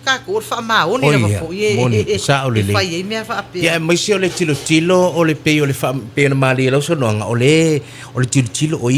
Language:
Samoan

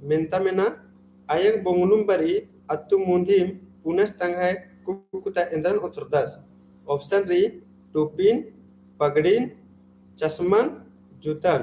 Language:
Kurukh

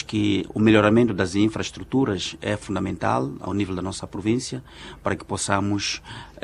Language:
Portuguese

